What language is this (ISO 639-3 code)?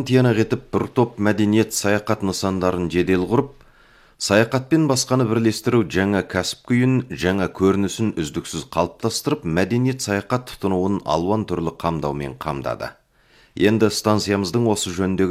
kaz